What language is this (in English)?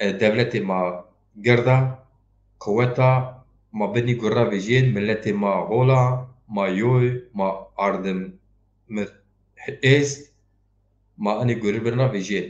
Zaza